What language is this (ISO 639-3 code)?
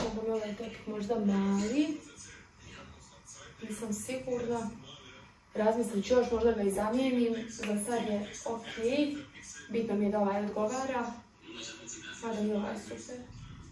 hrv